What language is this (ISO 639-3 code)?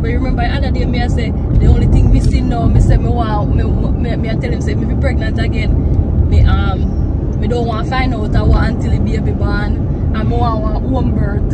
jam